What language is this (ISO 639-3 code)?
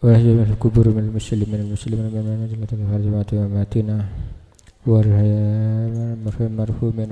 mad